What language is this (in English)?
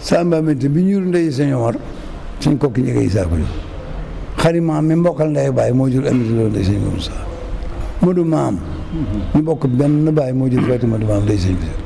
Wolof